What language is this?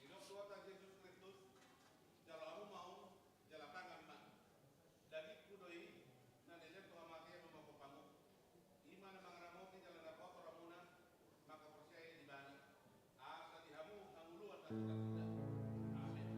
Batak Toba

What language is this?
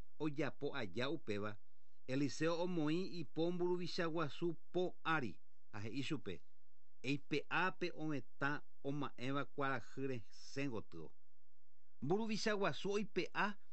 Guarani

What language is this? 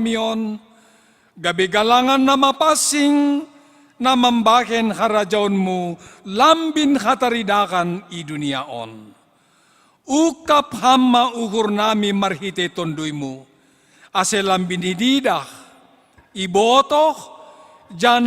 Batak Simalungun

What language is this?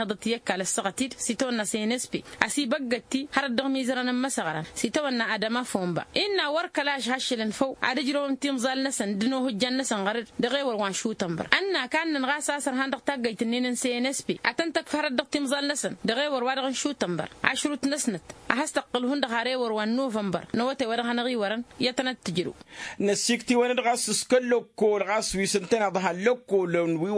Tamasheq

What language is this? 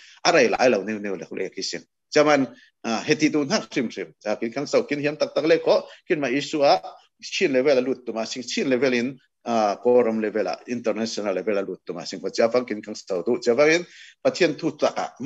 Falam Chin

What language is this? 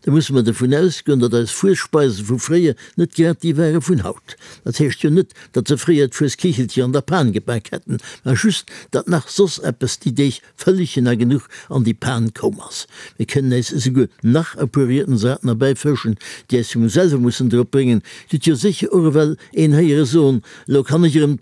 Luxembourgish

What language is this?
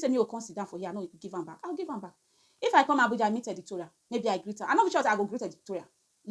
Nigerian Pidgin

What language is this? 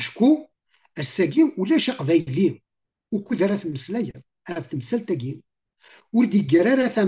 Kabyle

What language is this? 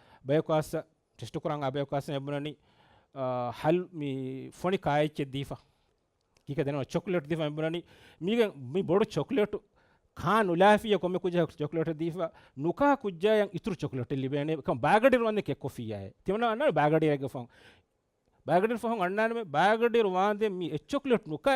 Divehi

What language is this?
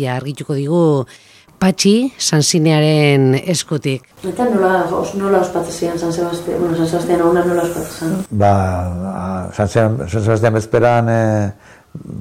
Basque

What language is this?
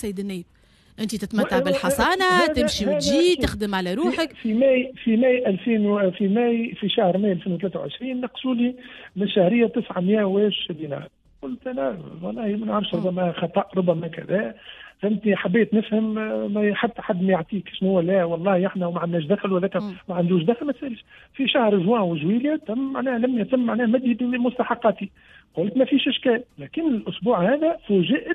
Tunisian Arabic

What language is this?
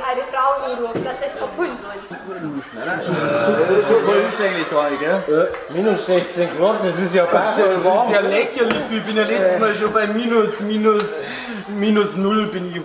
Bavarian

